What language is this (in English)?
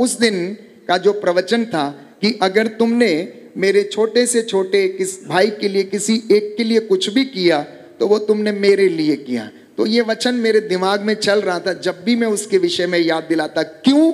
Hindi